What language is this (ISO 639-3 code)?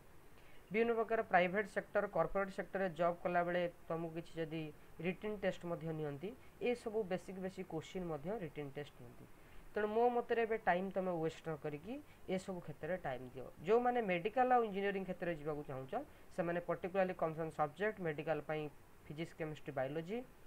ori